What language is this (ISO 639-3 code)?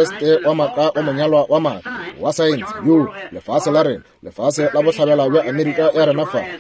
nso